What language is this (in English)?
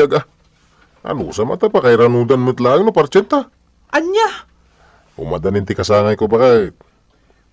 Iloko